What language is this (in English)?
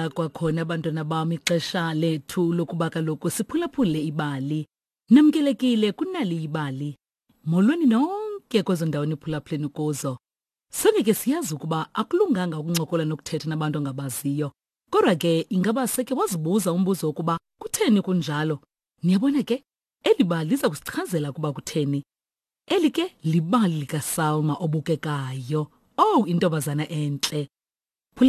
Xhosa